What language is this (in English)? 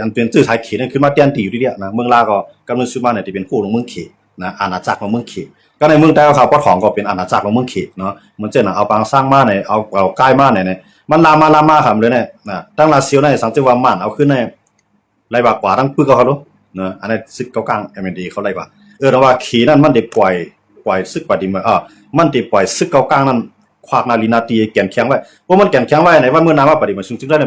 Shan